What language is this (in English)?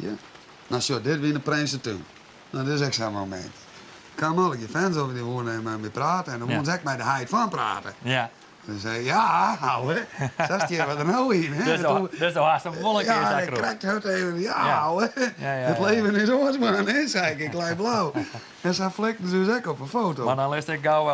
Western Frisian